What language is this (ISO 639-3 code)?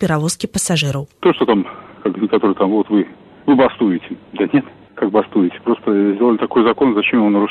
bel